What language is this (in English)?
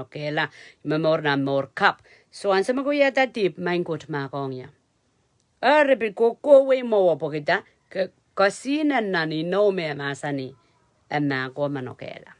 Pohnpeian